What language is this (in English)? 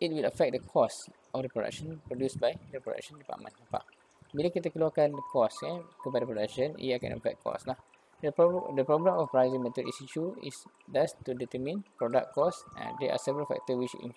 Malay